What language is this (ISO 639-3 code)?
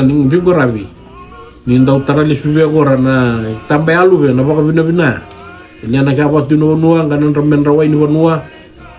fij